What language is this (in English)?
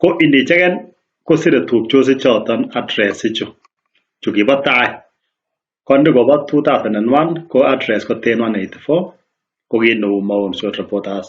Kalenjin